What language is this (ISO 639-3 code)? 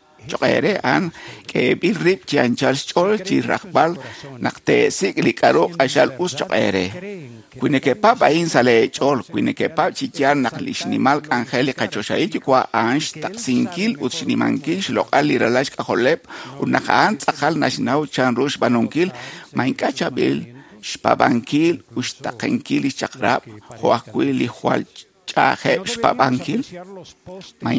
kek